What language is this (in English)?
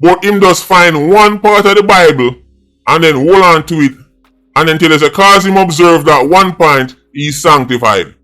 Jamaican Creole English